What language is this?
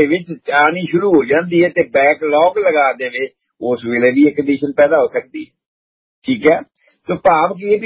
Punjabi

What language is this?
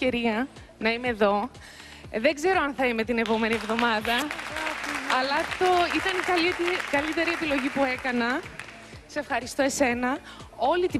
Greek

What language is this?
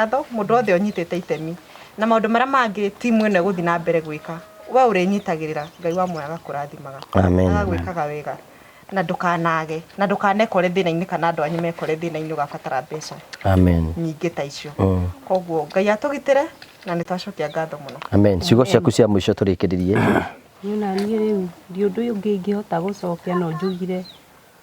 Kikuyu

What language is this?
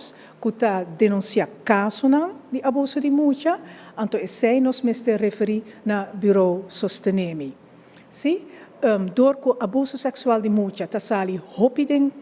Papiamento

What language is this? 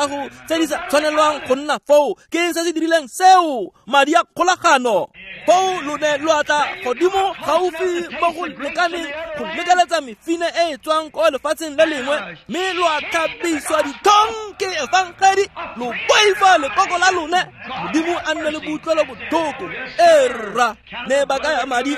Tswana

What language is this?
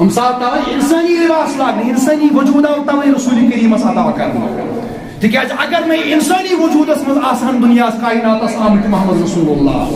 Kashmiri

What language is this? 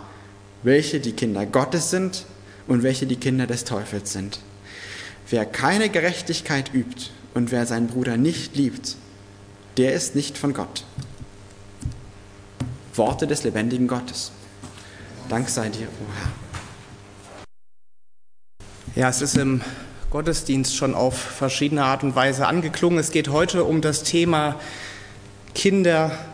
German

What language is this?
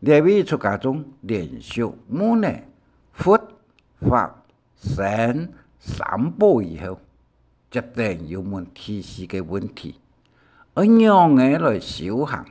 Hakka Chinese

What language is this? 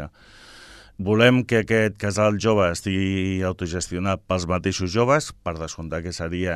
Catalan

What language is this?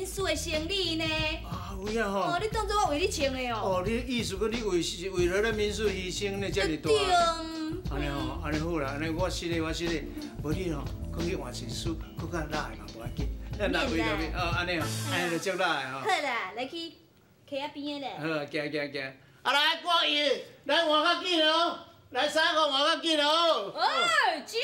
Min Nan Chinese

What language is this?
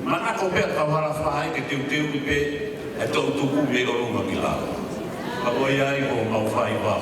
Tongan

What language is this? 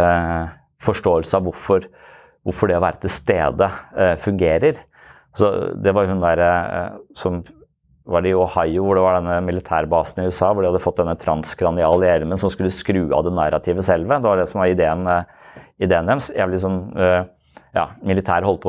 Norwegian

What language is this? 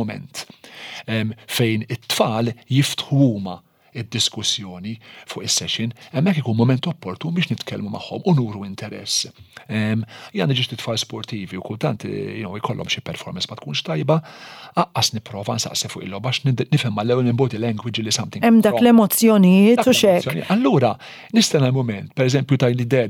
Maltese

